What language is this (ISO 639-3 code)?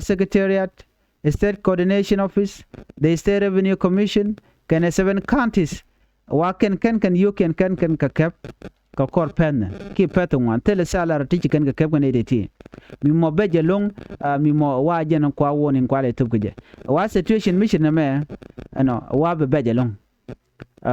nus